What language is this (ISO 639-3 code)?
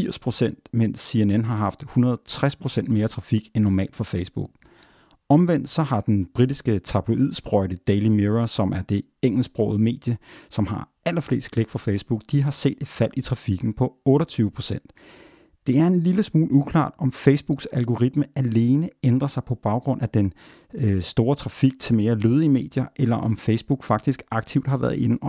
dan